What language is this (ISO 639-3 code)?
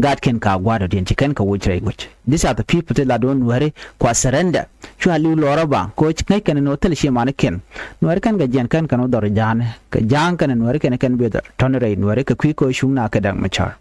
nus